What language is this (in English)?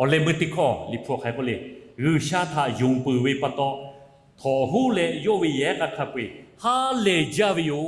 Lahu